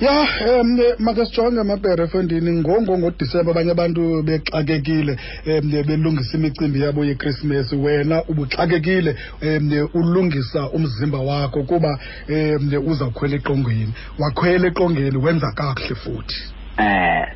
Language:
Xhosa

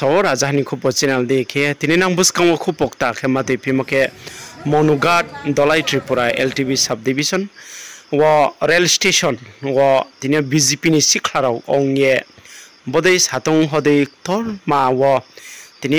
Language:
Riang (India)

